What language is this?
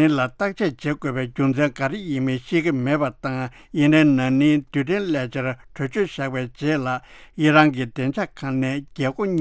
Tibetan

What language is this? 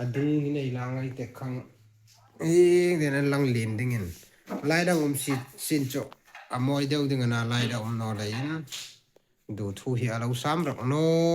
Hmar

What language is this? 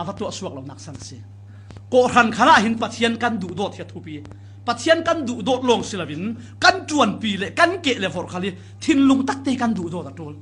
Falam Chin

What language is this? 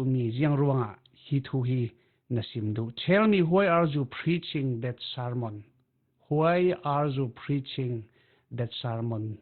Falam Chin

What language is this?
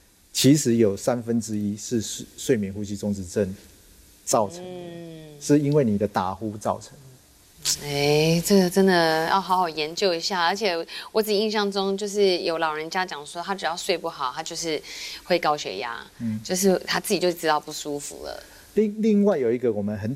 Chinese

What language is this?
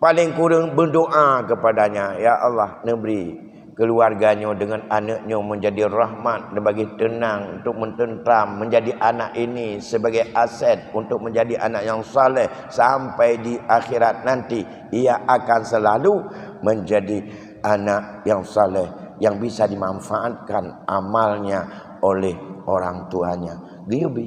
Achinese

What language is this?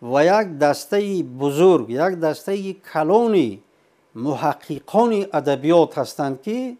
Tajik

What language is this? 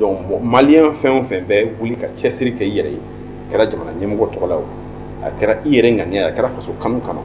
Bambara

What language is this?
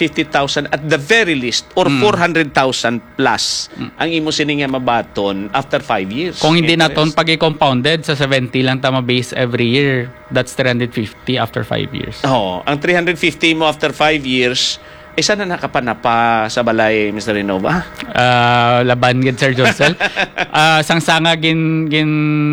Hiligaynon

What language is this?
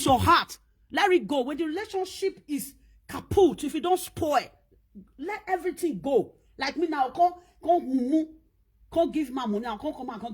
Nigerian Pidgin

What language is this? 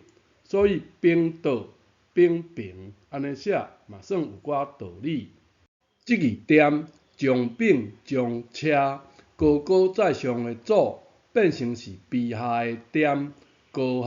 Min Nan Chinese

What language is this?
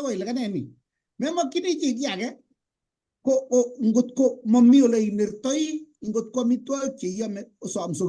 Kalenjin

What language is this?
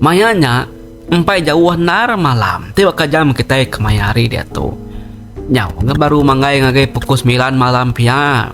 Iban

